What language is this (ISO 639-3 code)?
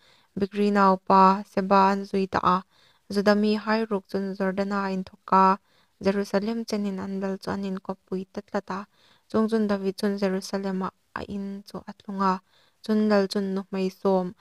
hmr